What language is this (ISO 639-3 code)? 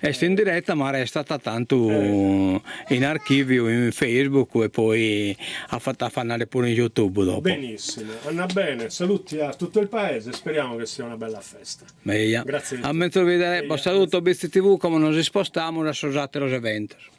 srd